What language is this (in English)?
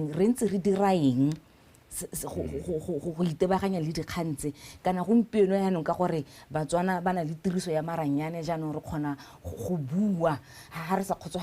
Tswana